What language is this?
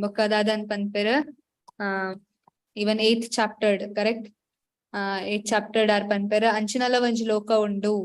Tulu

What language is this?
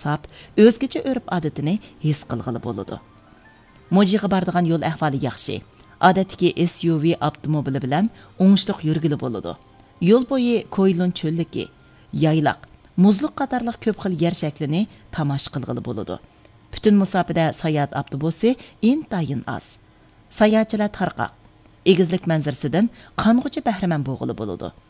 Uyghur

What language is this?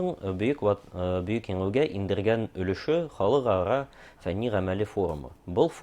Bashkir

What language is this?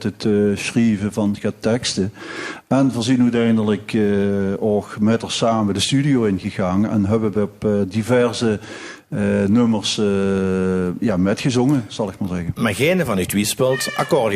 Limburgish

